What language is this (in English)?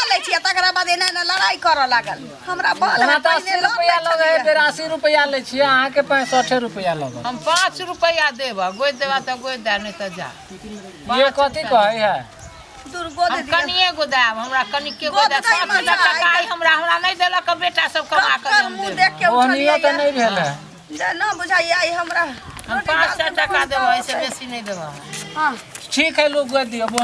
Maithili